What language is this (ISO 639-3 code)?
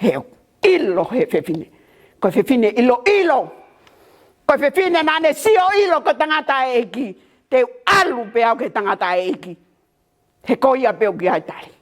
ton